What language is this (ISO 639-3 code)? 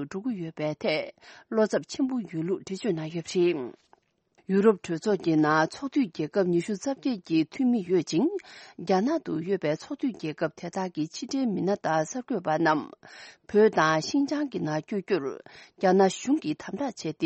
bod